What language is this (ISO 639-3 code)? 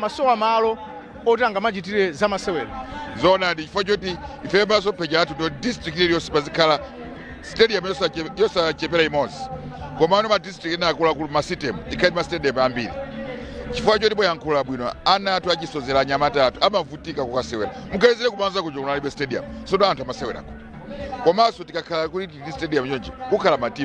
nya